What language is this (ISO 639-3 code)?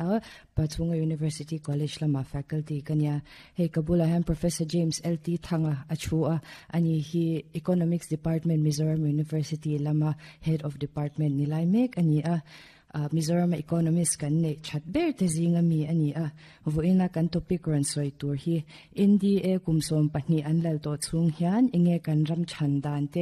lus